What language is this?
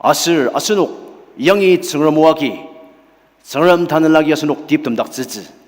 Ao Naga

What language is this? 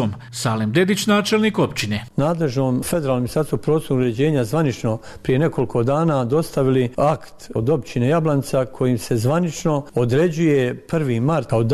Bosnian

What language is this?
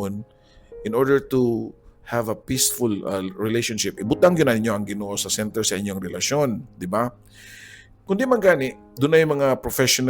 Cebuano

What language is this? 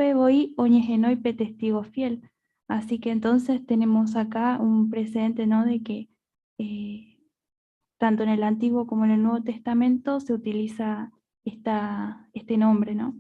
Guarani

